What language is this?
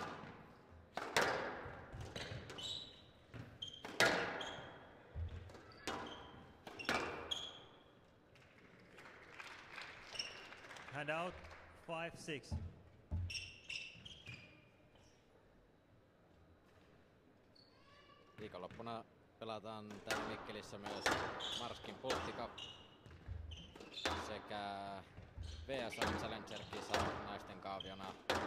Finnish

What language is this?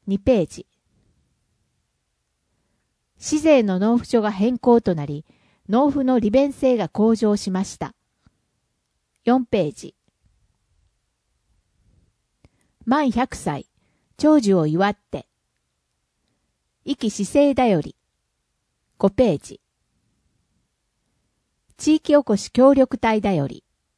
Japanese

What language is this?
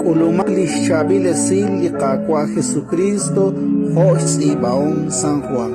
Kekchí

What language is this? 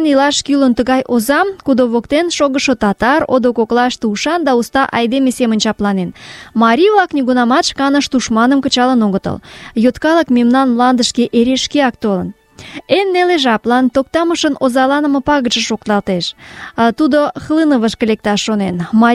Mari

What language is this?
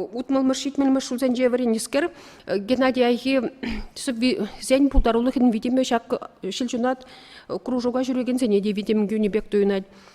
Chuvash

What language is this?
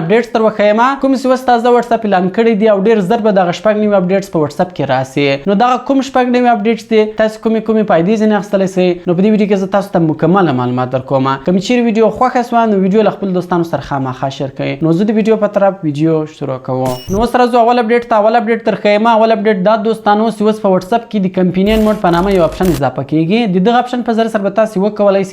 Pashto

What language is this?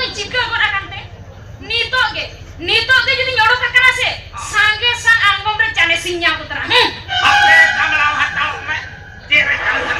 Santali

